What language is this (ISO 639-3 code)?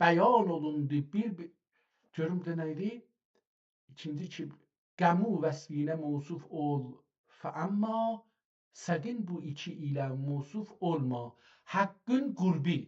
azb